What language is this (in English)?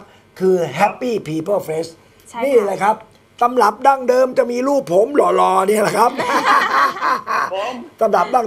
Thai